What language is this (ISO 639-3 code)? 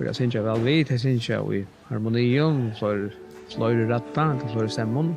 fao